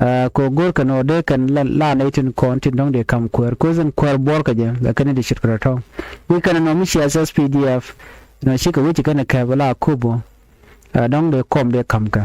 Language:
Nuer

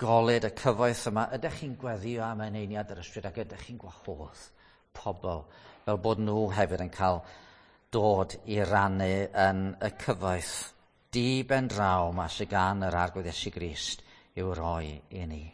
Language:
Welsh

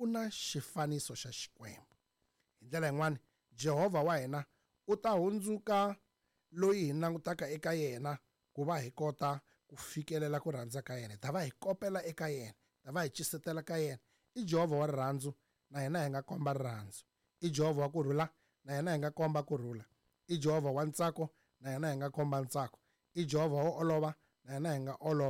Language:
Tsonga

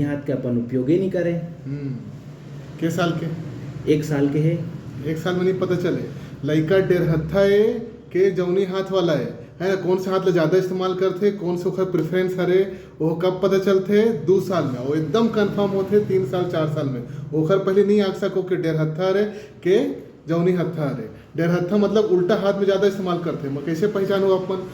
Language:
Chhattisgarhi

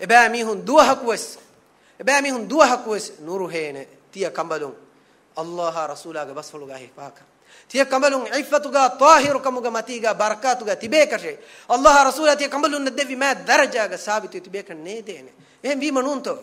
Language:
Divehi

